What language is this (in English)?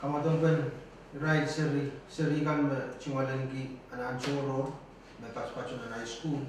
Pohnpeian